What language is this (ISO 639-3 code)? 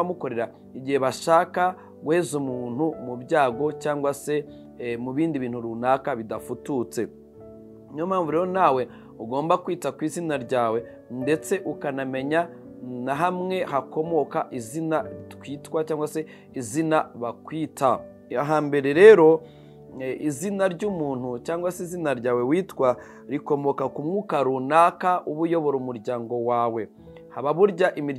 kin